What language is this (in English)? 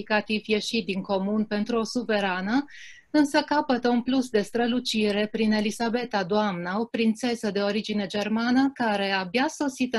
Romanian